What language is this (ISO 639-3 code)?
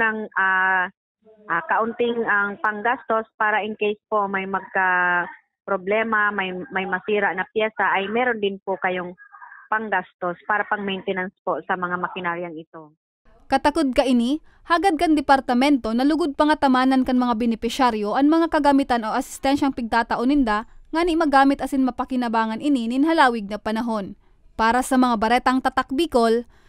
bik